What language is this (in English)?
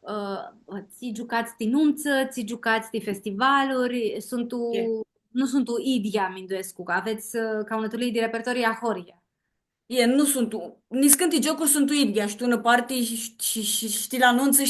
Aromanian